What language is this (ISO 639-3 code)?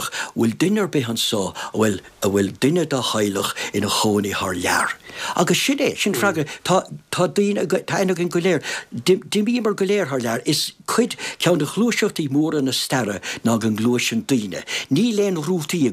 gle